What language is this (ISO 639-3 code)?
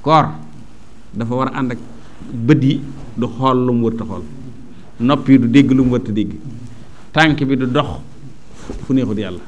wol